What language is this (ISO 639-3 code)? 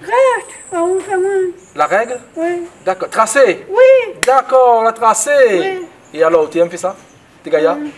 rcf